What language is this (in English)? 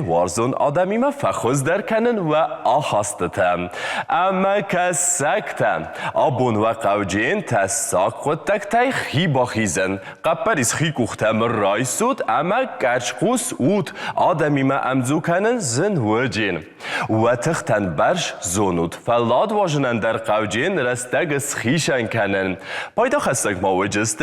Ossetic